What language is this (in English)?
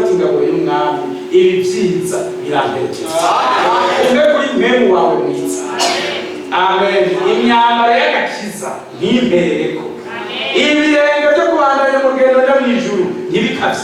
Rundi